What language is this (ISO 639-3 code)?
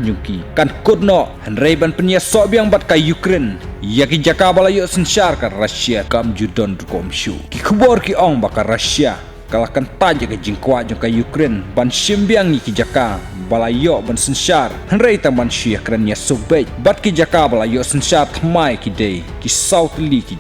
kha